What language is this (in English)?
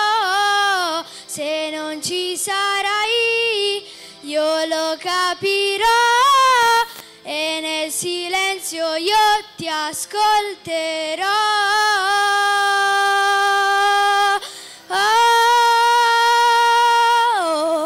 Italian